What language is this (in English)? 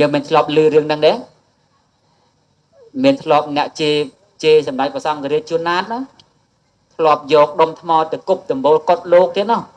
Khmer